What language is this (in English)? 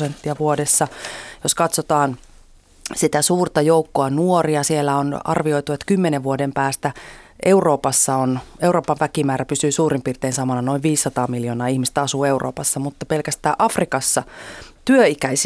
Finnish